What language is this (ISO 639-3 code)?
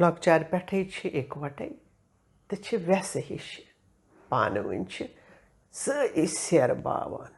kas